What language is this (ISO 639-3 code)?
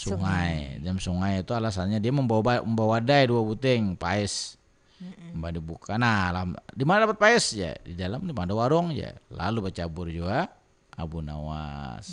bjn